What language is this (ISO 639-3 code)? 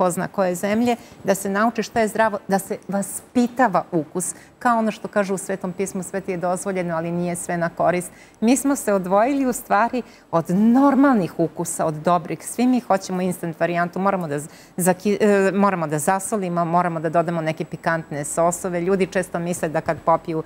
srp